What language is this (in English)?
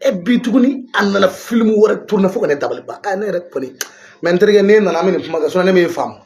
Bambara